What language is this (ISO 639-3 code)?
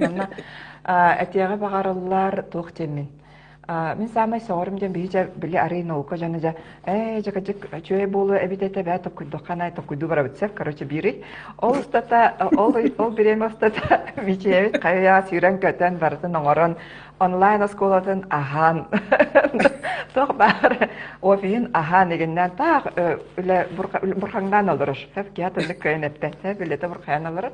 sah